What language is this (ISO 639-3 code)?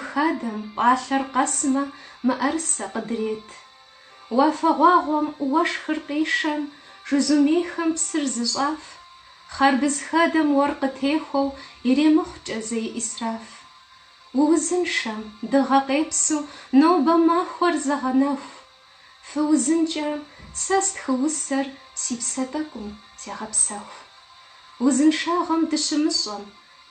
kbd